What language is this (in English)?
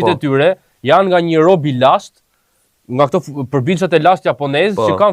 Albanian